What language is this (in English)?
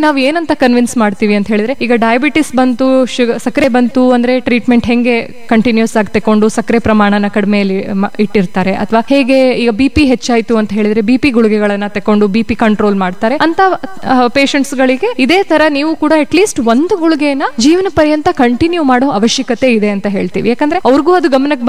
Kannada